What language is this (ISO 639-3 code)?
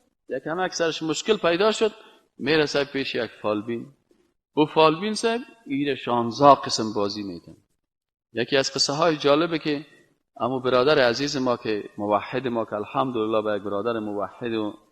fas